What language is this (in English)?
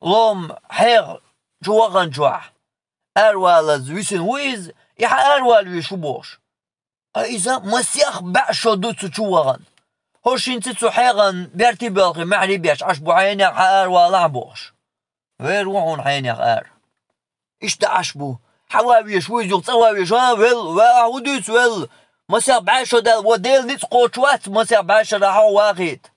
Chechen